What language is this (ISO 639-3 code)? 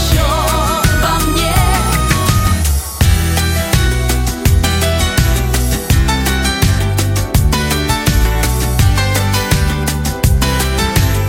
rus